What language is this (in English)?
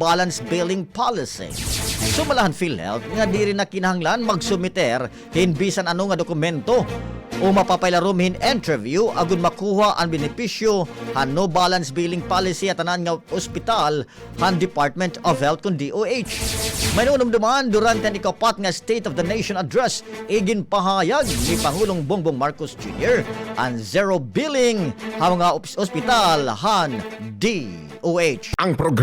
Waray